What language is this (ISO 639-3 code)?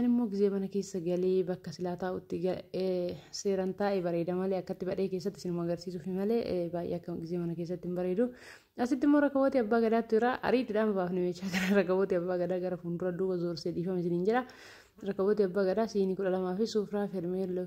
orm